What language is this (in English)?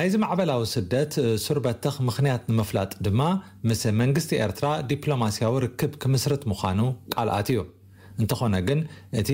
Tigrinya